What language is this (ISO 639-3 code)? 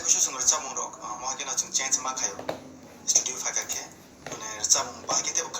trp